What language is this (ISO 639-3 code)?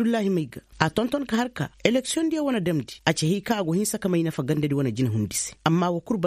ses